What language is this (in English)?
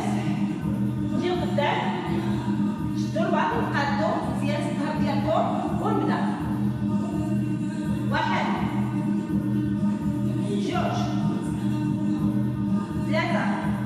Moroccan Arabic